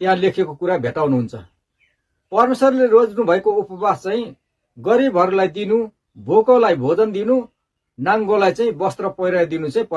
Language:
Nepali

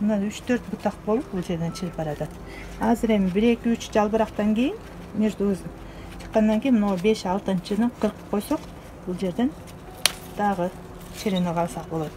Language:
Kyrgyz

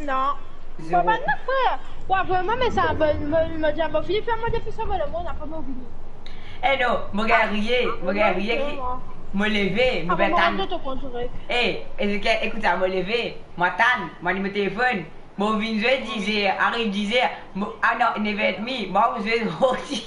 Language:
Morisyen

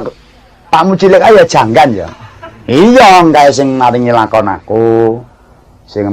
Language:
Javanese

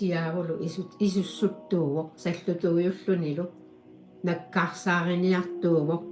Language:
Kalaallisut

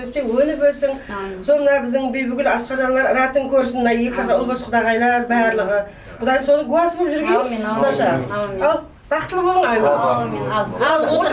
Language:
Kara-Kalpak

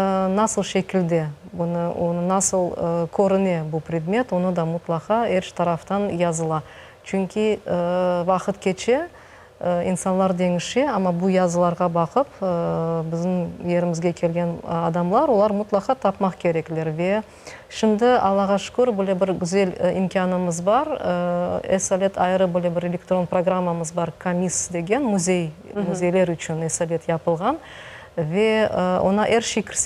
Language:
Crimean Tatar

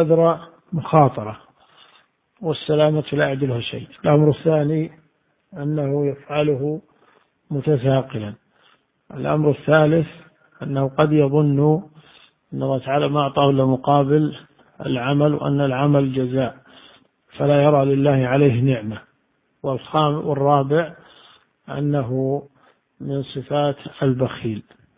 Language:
Arabic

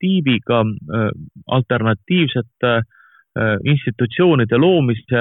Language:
Estonian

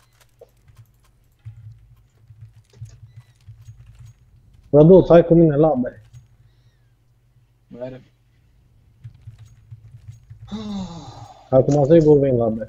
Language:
Romanian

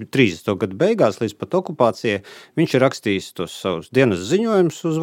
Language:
Latvian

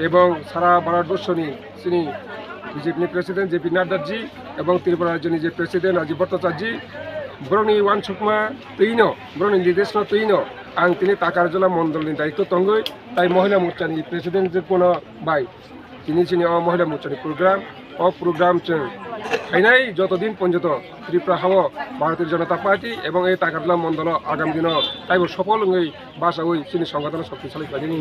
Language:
Kok Borok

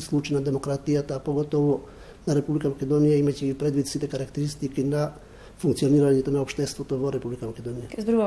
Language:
Macedonian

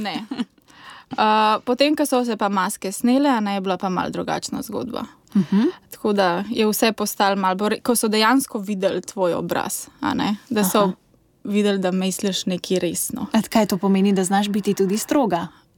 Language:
Slovenian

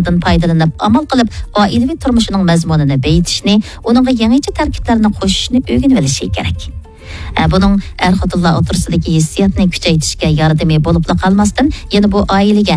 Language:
Uyghur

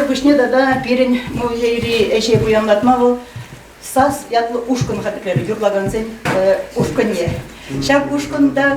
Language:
Chuvash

